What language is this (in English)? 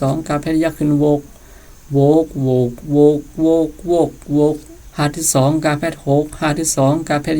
Shan